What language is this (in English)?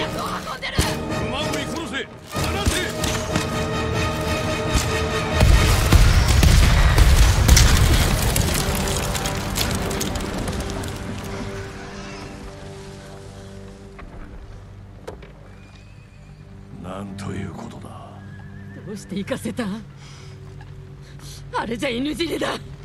Japanese